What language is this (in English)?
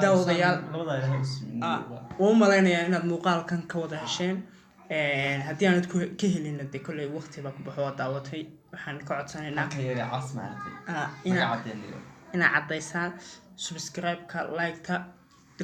Somali